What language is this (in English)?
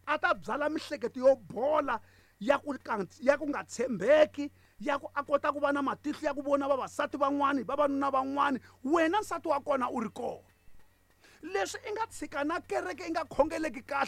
Tsonga